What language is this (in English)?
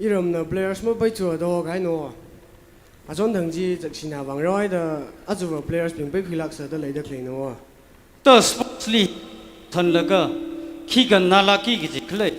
Tangkhul Naga (India)